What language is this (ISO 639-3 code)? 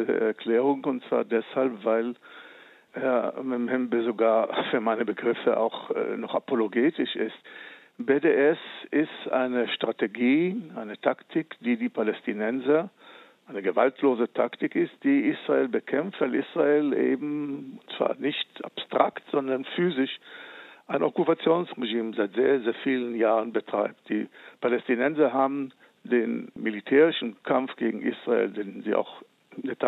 deu